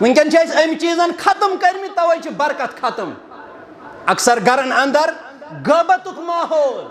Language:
Kashmiri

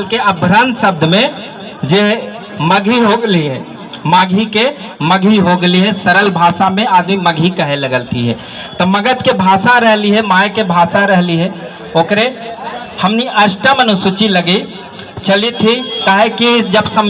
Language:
Magahi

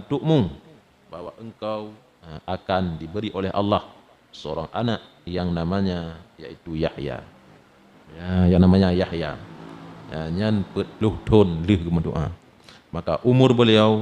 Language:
Achinese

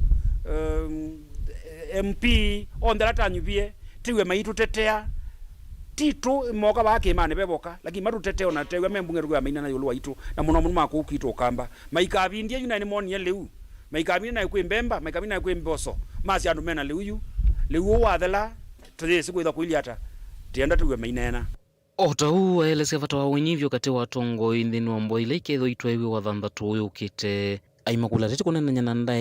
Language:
Kamba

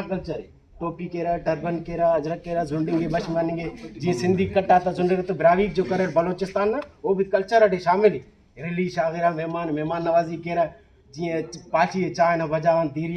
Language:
Brahui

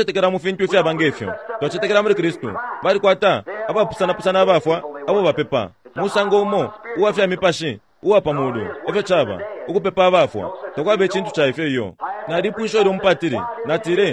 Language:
Bemba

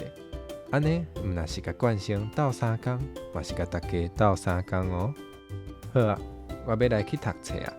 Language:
Min Nan Chinese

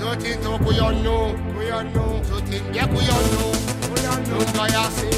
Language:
Seselwa Creole French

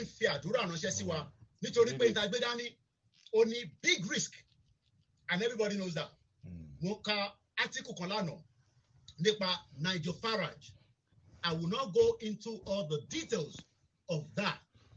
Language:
Yoruba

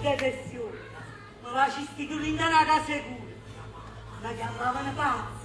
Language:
Neapolitan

